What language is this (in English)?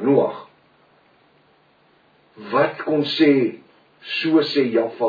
Afrikaans